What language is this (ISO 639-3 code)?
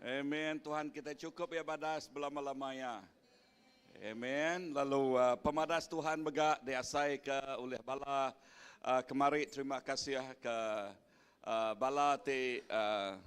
iba